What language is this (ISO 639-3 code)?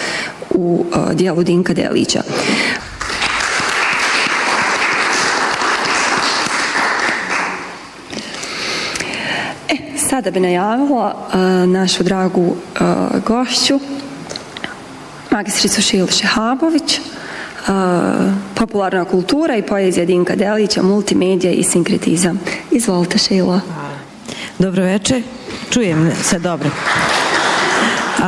bos